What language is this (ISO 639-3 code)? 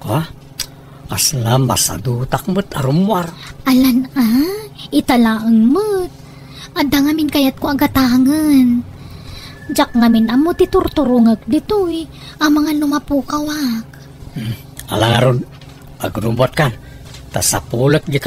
ilo